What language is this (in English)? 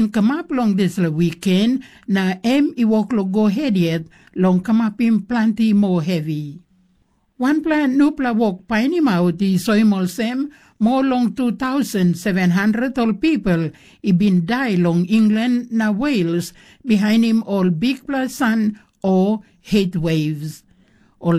Tok Pisin